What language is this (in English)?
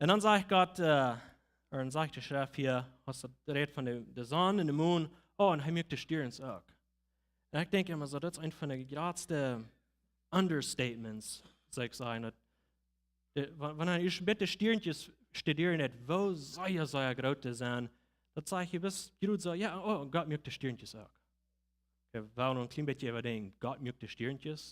Plautdietsch